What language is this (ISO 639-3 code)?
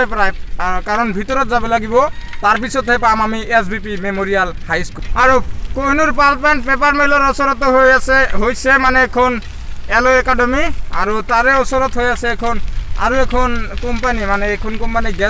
asm